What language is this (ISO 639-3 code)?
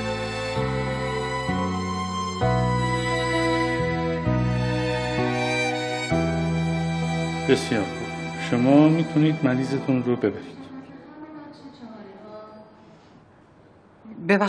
fas